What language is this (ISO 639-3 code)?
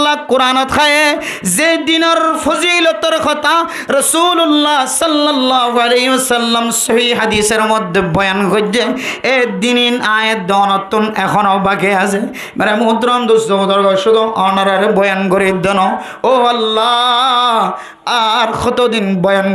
rhg